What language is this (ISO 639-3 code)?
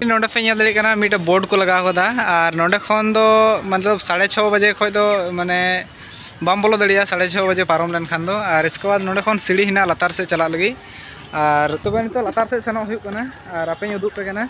sat